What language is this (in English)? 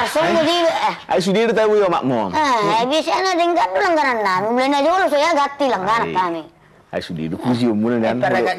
Batak Toba